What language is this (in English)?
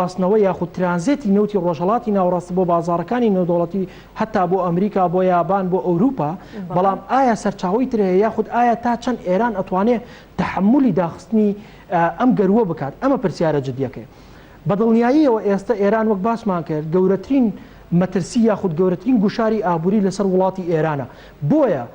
Central Kurdish